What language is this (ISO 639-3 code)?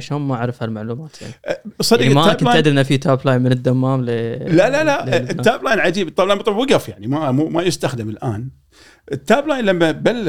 afb